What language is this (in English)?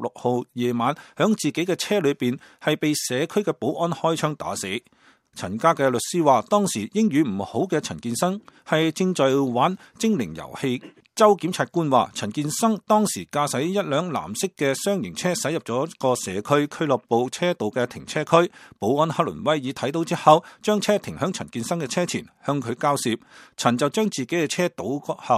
Cantonese